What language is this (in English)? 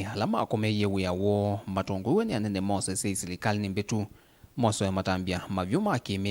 Kamba